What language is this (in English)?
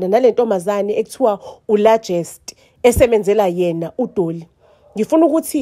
Zulu